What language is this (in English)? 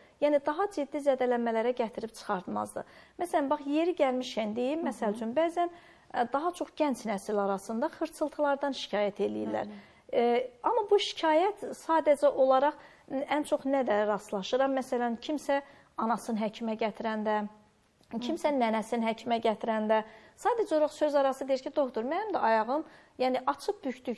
Azerbaijani